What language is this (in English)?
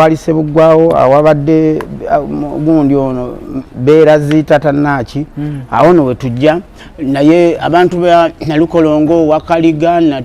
Ganda